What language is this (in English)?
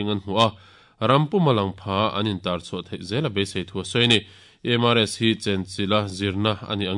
Mizo